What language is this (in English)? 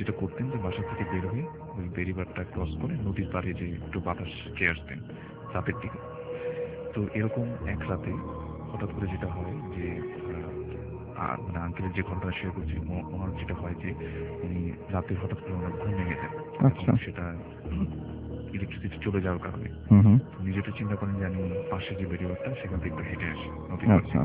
Bangla